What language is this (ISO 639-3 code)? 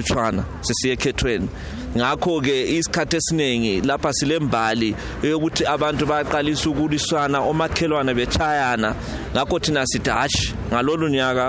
nde